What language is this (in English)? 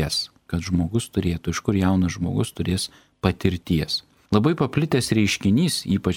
Lithuanian